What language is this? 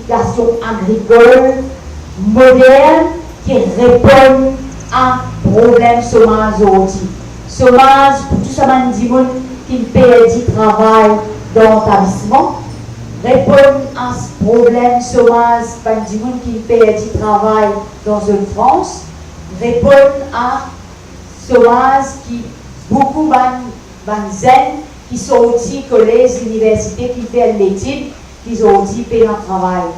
Morisyen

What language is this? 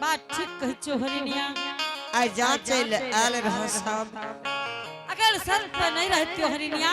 Angika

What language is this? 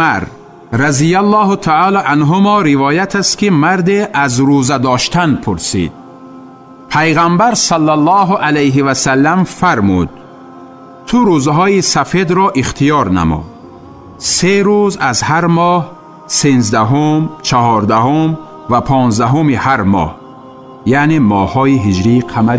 Tajik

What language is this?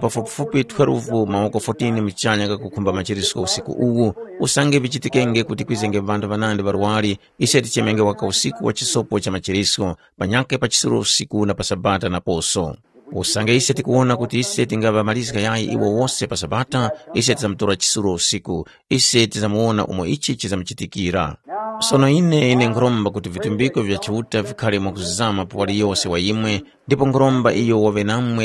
Tumbuka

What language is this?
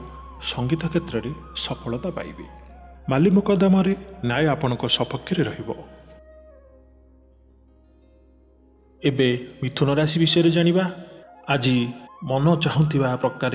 Odia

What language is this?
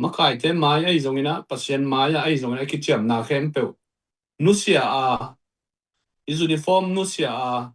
Tedim Chin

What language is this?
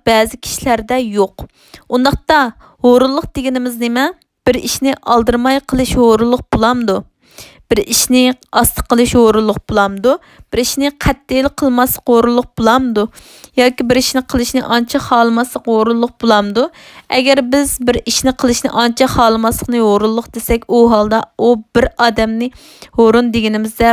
Uyghur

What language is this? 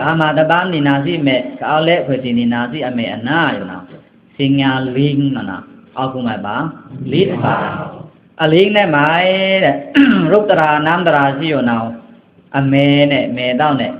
Pa'o Karen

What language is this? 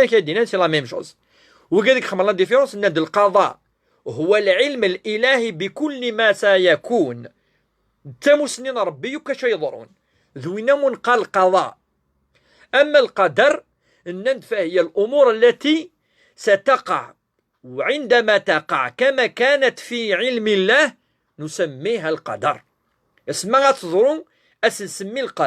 Kabyle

